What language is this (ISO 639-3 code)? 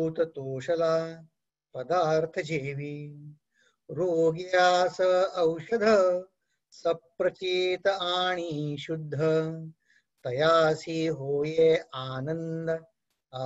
mar